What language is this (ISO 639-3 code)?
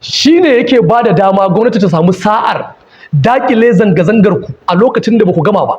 hau